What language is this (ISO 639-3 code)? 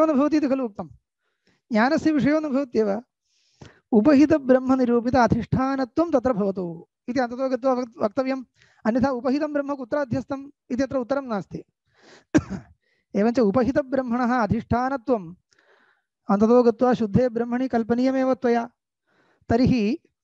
san